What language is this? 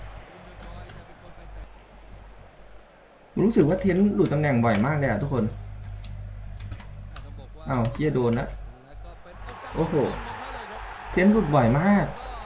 Thai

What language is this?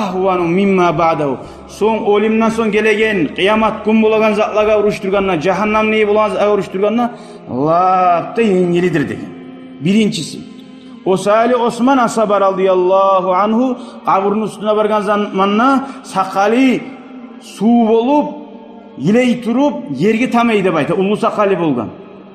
Kumyk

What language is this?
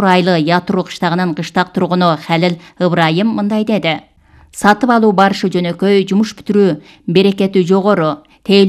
Kyrgyz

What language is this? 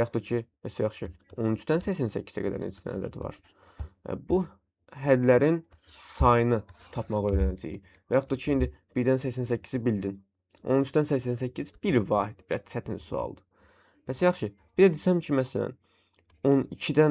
Azerbaijani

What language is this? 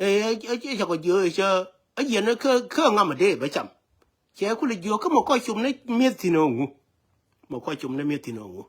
Nuer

